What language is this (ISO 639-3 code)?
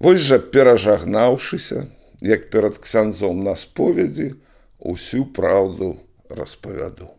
bel